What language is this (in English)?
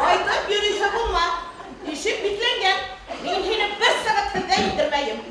Bashkir